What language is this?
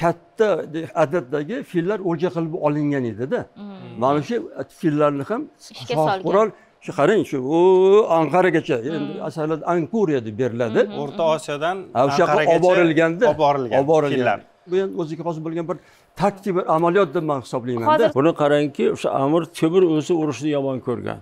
Uzbek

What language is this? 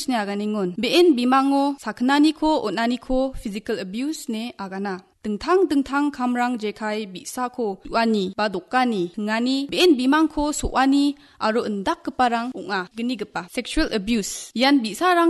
Garo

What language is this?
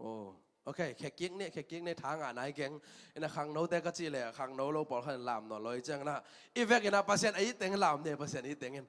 Tedim Chin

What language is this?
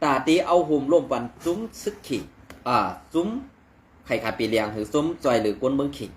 Shan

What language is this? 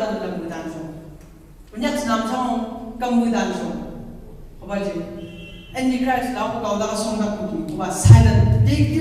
Chang Naga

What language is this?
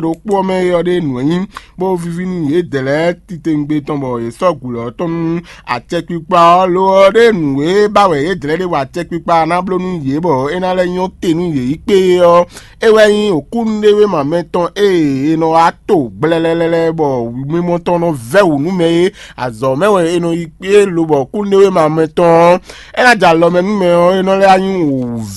Fon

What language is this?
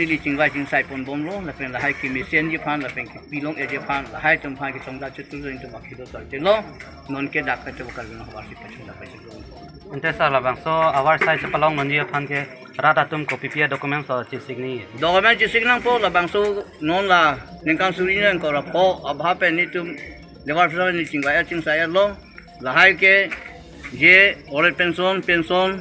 Karbi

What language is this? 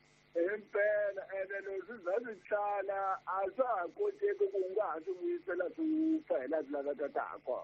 Tsonga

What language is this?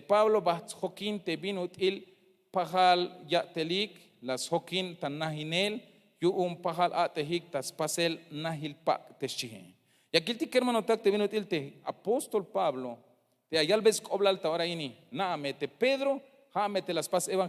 Tzeltal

